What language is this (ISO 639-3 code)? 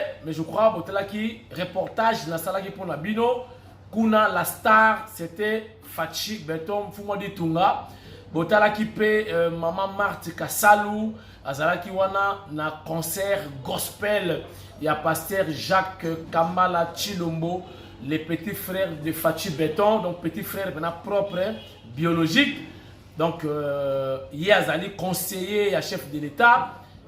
lin